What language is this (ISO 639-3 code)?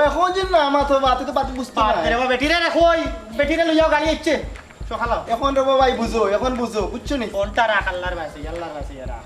syl